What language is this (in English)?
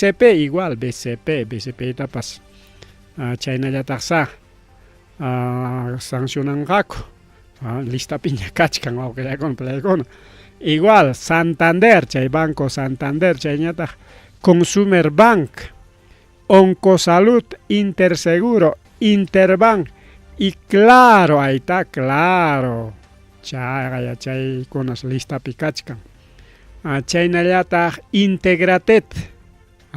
Ayacucho Quechua